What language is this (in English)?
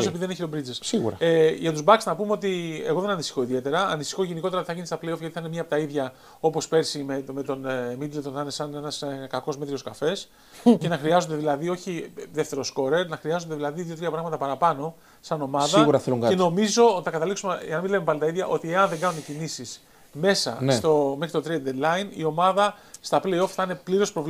Greek